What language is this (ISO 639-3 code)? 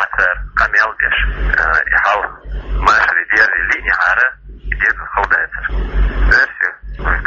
che